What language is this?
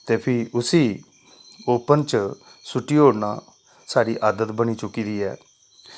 Dogri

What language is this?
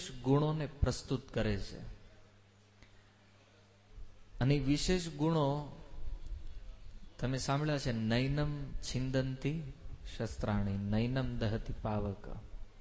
Gujarati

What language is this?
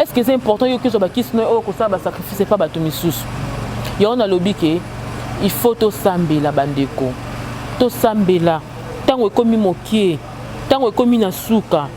Lingala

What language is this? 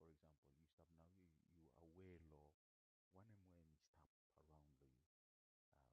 Bislama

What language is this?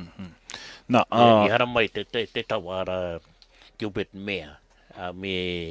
Māori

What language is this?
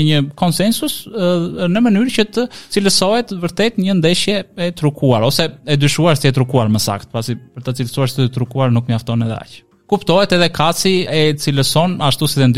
Albanian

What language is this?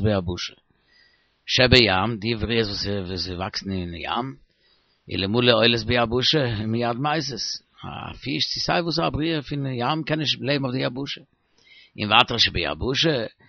Yiddish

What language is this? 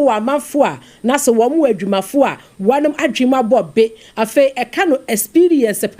Akan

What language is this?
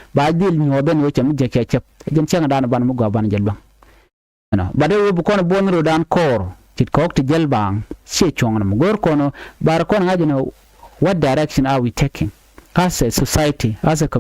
Nuer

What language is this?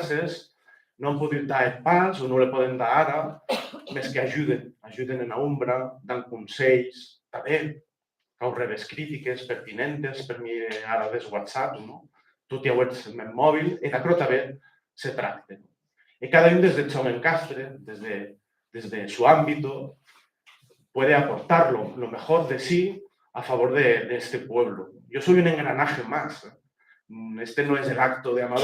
Occitan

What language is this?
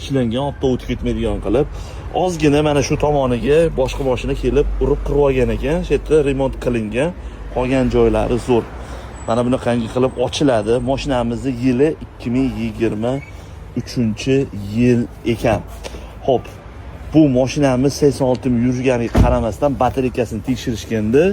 Uzbek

